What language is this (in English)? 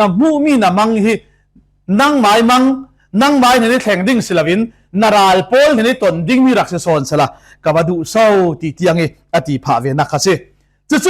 Falam Chin